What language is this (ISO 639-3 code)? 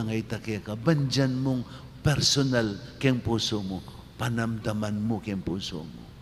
pam